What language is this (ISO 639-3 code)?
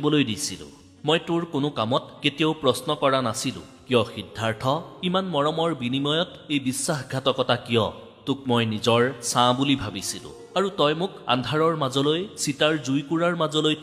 asm